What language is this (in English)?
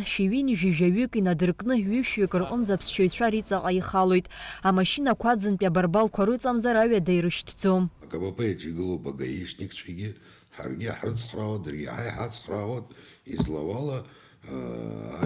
Abkhazian